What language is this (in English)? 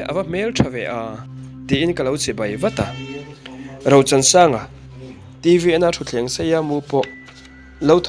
Mizo